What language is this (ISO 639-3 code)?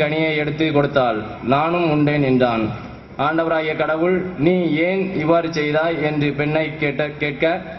tam